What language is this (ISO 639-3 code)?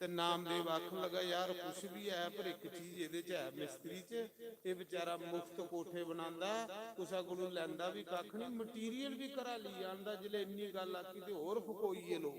doi